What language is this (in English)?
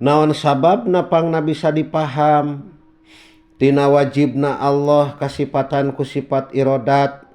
Sundanese